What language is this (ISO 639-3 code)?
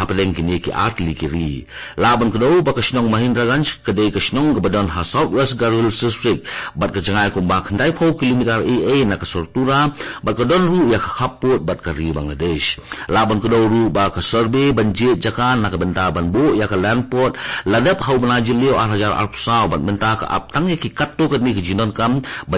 kha